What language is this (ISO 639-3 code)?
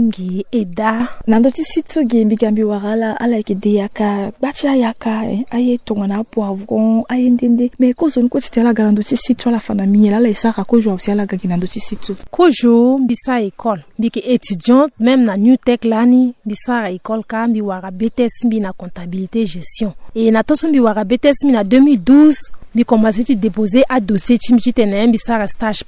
sag